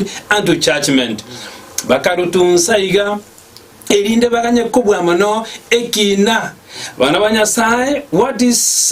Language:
Gusii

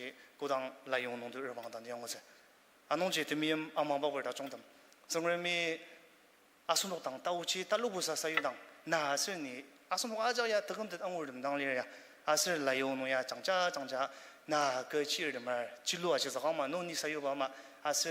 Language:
Ao Naga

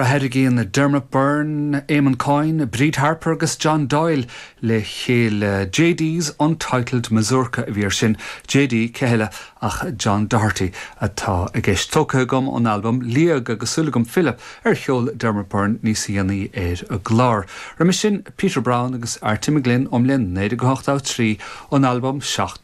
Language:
Irish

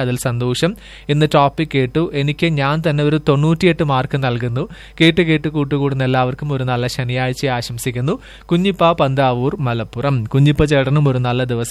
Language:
Malayalam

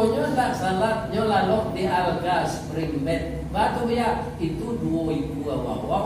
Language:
Minangkabau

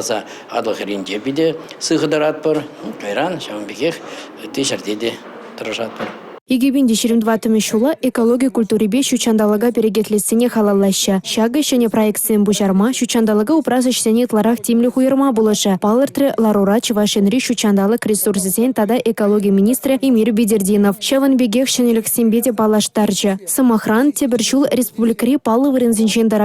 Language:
Chuvash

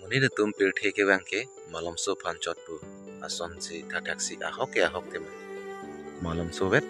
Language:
Karbi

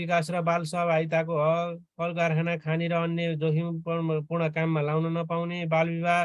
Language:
Nepali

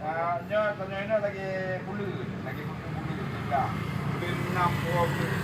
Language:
Achinese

